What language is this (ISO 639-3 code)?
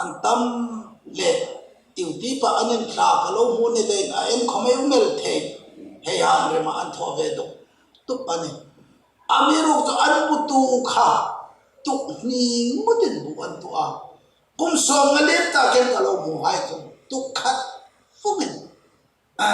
hmr